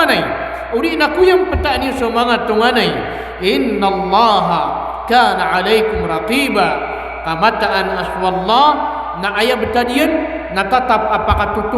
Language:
Maranao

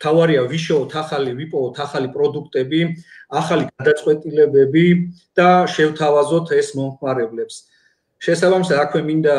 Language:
Georgian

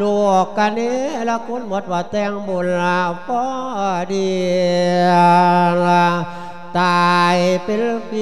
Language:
Lao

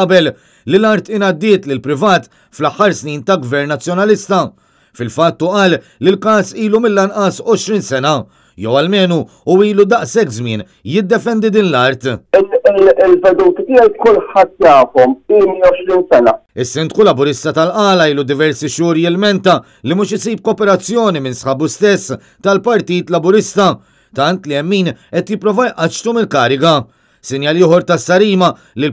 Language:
Maltese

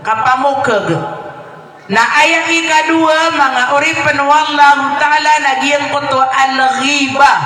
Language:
Maranao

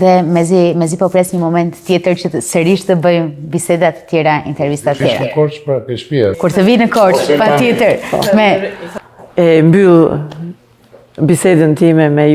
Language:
Albanian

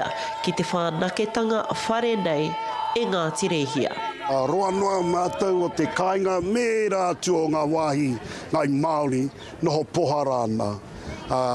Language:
Māori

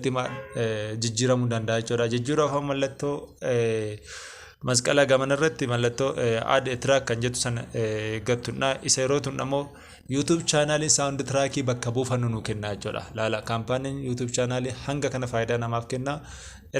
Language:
Oromo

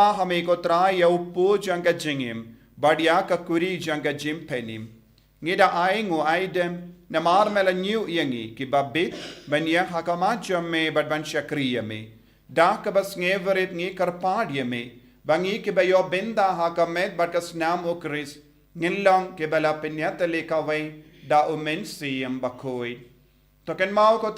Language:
Khasi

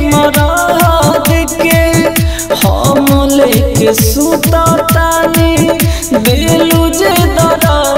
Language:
Bhojpuri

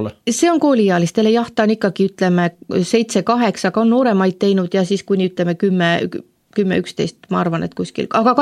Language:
Estonian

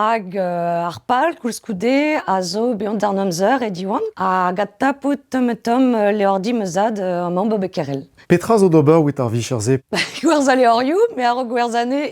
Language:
Breton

